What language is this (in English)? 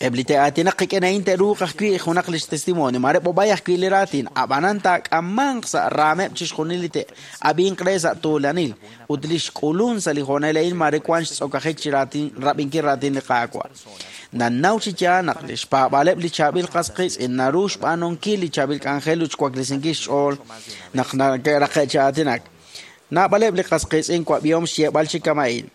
Kekchí